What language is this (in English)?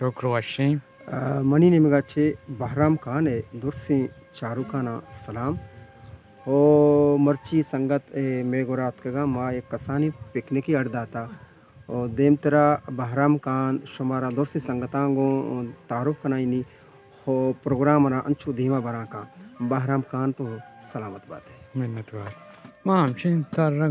Baluchi